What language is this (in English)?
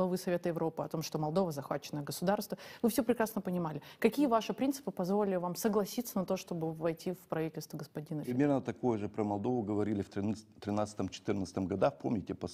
Russian